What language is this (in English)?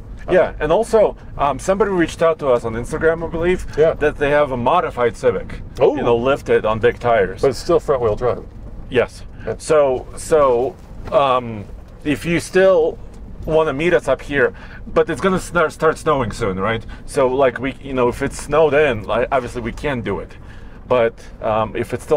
English